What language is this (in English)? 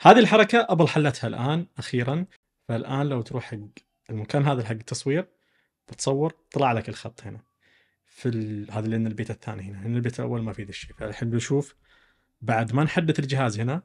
Najdi Arabic